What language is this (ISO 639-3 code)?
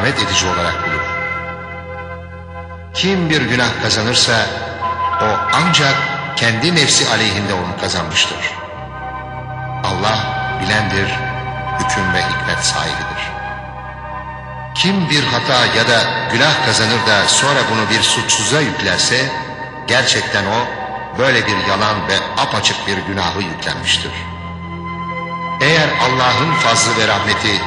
tur